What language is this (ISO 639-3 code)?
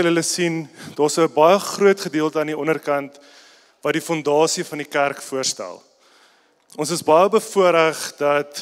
afr